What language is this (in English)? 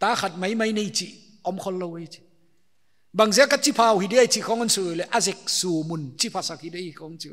Paite Chin